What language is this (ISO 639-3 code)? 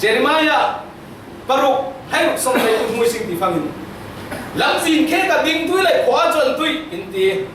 cfm